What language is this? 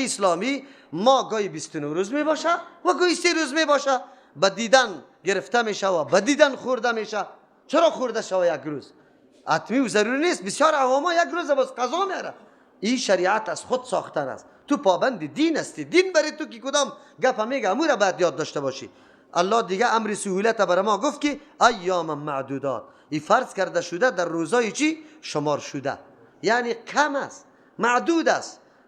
Persian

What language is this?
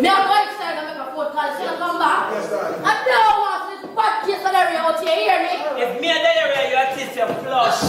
Jamaican Creole English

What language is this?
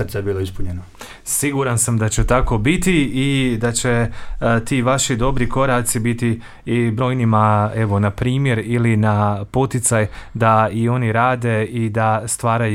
Croatian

